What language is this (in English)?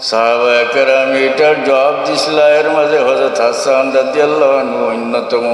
Sylheti